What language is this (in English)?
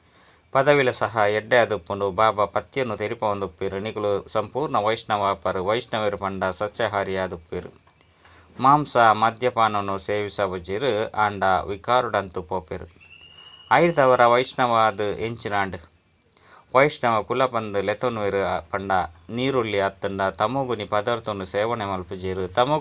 Tulu